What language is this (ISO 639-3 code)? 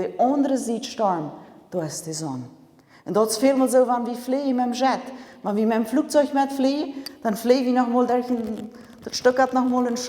pdt